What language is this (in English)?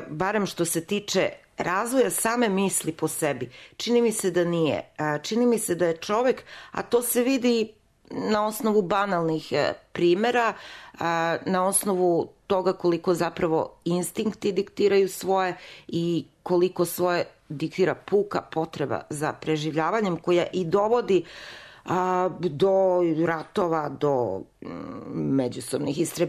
Serbian